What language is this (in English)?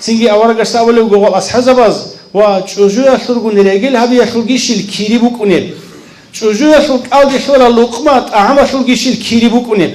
Avaric